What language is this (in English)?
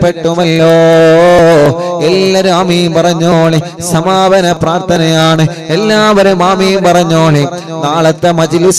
Malayalam